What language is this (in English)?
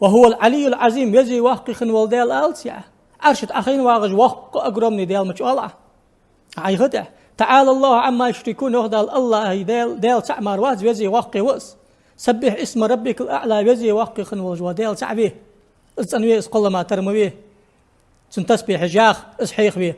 Ingush